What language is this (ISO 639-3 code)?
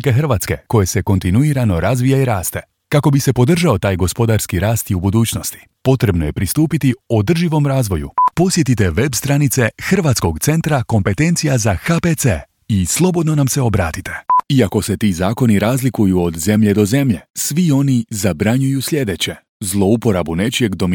hrv